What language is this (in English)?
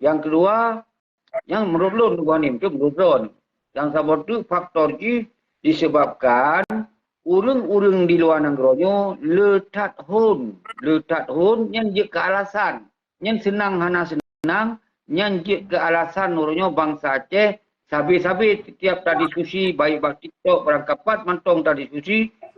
Achinese